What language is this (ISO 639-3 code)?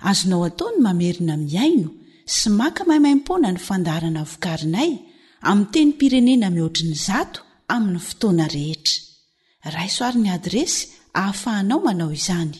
mlg